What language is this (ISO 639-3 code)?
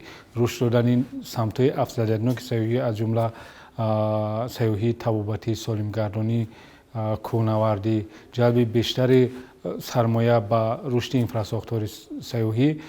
tgk